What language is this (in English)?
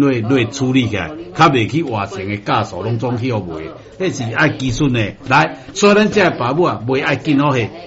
Min Nan Chinese